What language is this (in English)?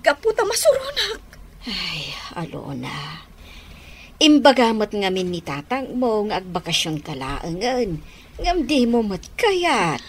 Iloko